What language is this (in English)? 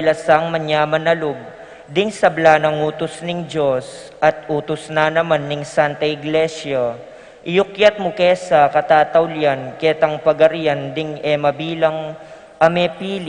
Pampanga